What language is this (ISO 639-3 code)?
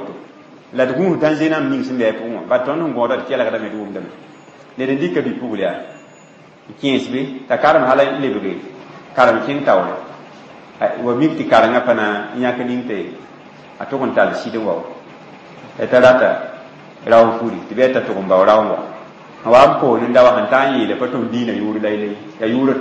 mos